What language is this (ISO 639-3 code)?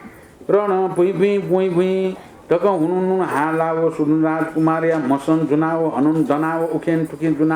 new